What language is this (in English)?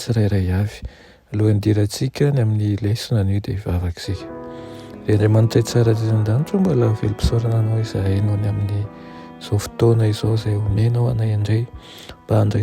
Malagasy